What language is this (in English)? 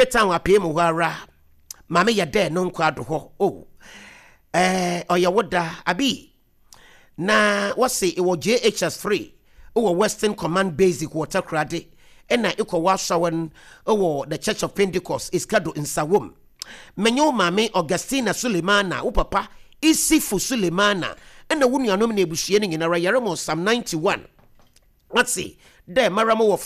Akan